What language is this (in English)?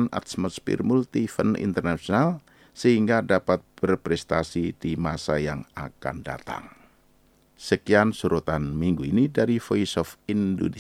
Indonesian